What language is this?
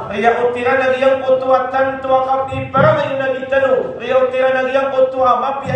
Maranao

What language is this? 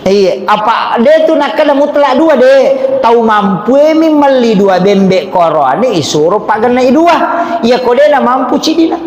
Buginese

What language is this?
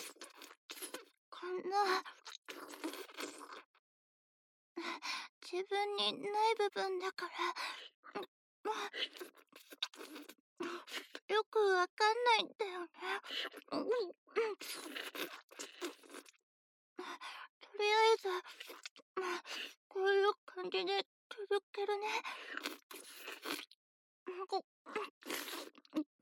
Japanese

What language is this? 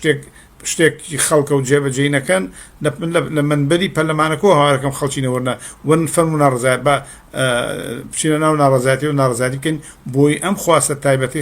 Central Kurdish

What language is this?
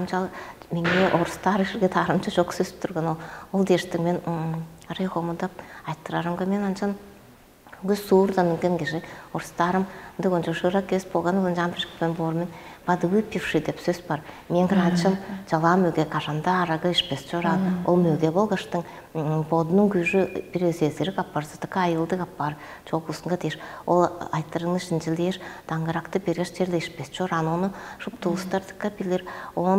Tuvinian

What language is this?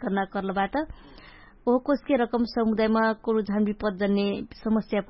Dangaura Tharu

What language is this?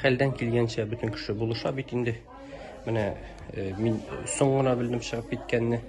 Tatar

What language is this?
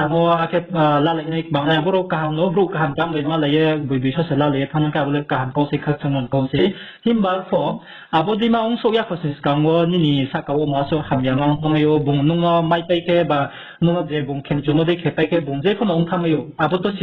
Riang (India)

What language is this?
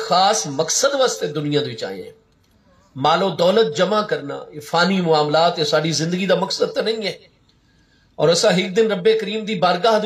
Saraiki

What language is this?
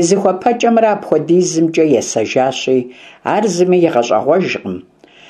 Kabardian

